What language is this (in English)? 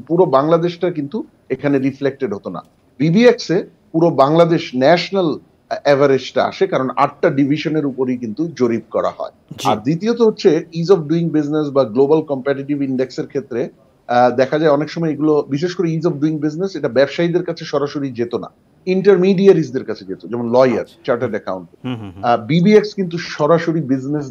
Bangla